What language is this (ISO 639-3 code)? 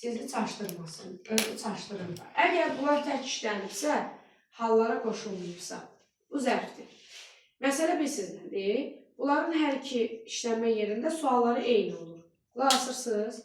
aze